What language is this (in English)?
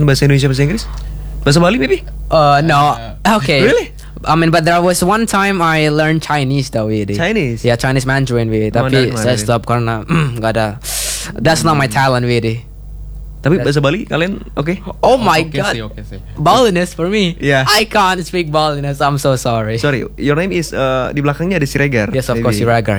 Indonesian